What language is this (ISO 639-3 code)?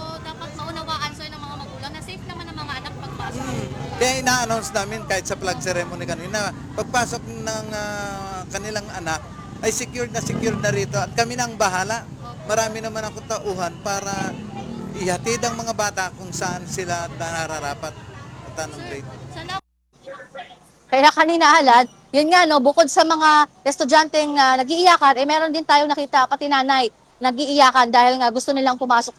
fil